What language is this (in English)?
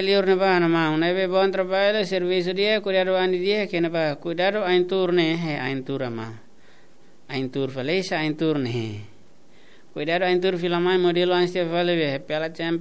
Tetum